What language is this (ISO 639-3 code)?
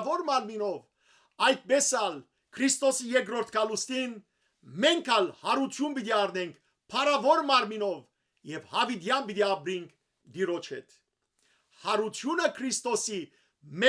hyw